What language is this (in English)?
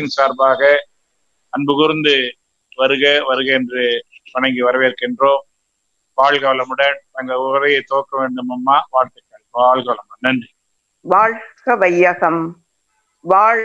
Tamil